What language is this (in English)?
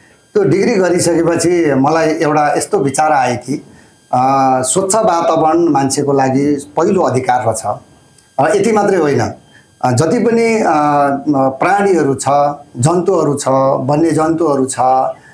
Nepali